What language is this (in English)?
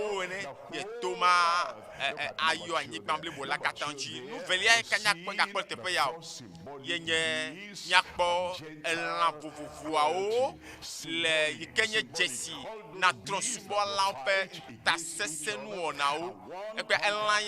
Ewe